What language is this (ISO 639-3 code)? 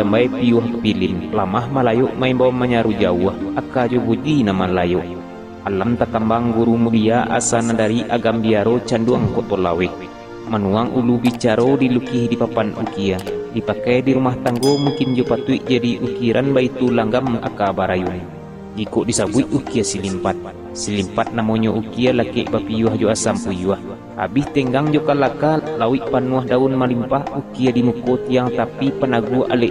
min